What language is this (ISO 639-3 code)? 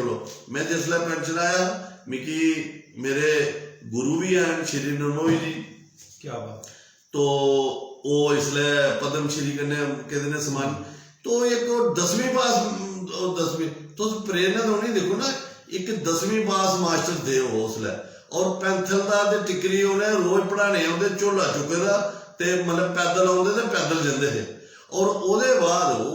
doi